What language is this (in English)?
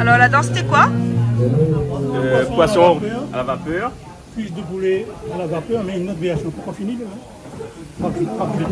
Réunion Creole French